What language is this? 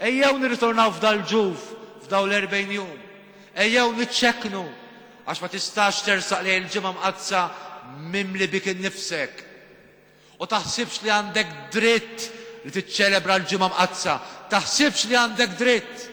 Maltese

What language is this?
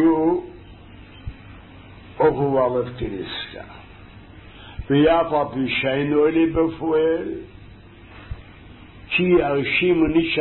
Hebrew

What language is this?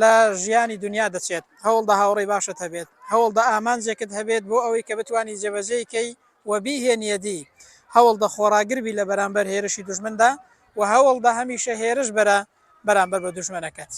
Central Kurdish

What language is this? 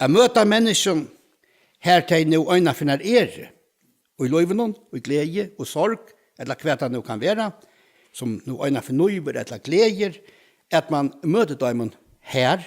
Faroese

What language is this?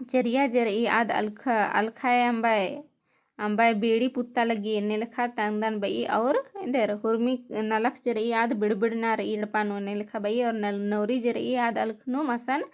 Kurukh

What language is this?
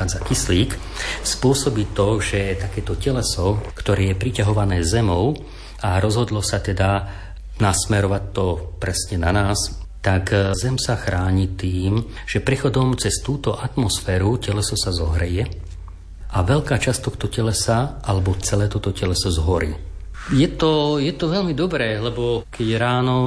Slovak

